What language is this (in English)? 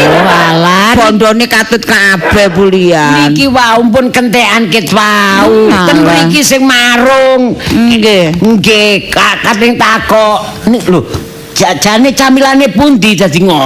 Javanese